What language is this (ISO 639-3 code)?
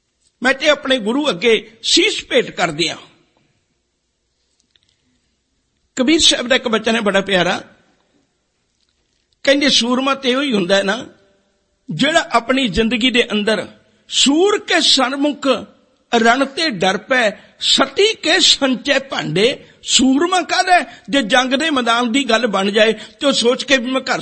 pan